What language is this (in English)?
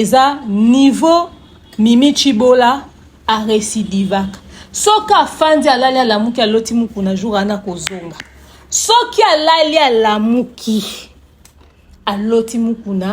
Lingala